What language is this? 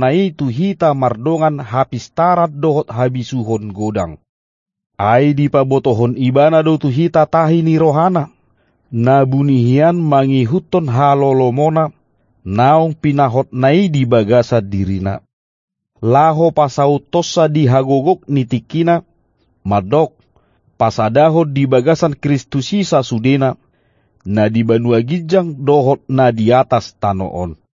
Batak Toba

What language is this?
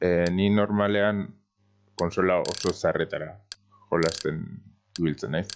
Basque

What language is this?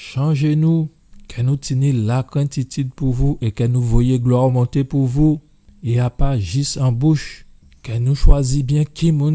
Guadeloupean Creole French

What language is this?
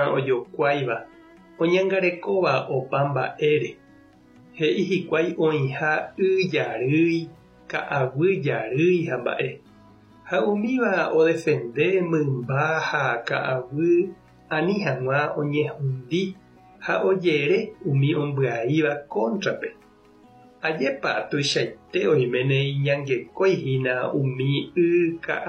Guarani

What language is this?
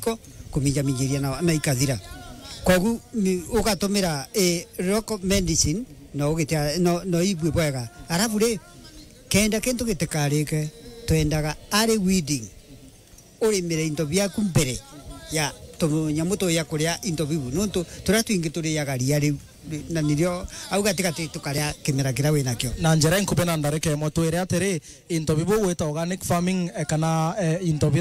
Meru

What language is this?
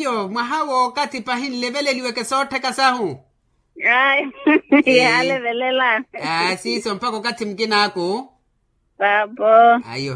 Makhuwa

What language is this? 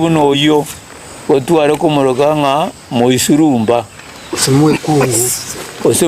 Gusii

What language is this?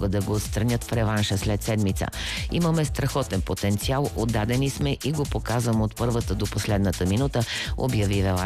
Bulgarian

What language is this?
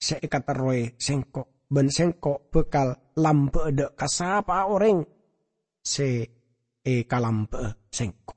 Madurese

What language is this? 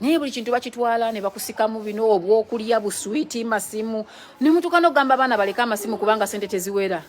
Ganda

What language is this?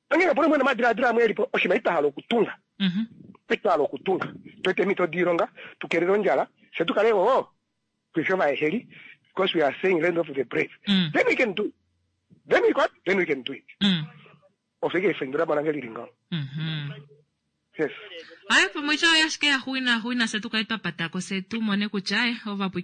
Kuanyama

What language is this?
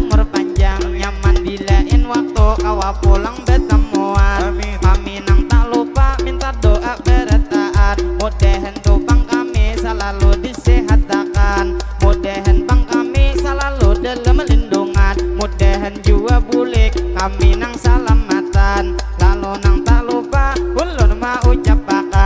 Banjar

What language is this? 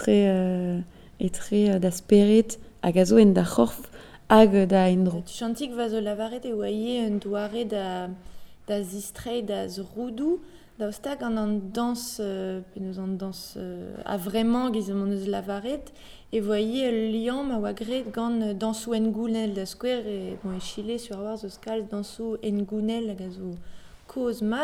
Breton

